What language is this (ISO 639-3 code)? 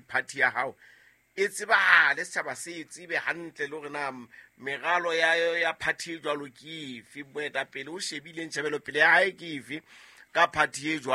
sot